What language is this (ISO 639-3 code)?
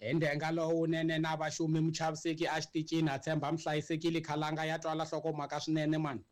tso